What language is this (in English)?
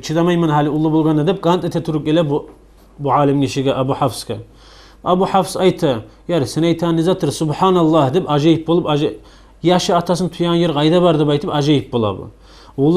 Kumyk